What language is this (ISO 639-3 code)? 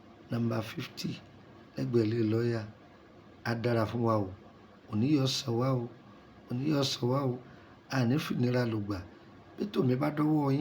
yor